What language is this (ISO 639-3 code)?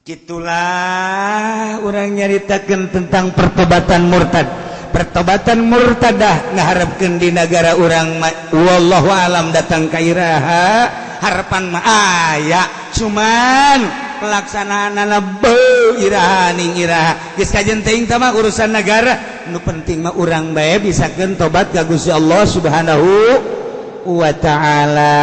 sun